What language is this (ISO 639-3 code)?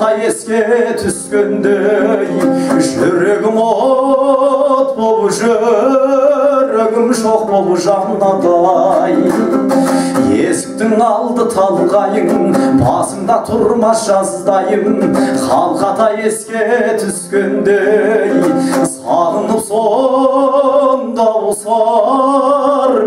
kaz